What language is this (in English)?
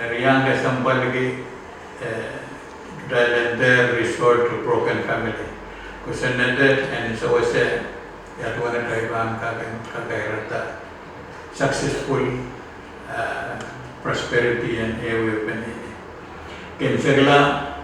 Pohnpeian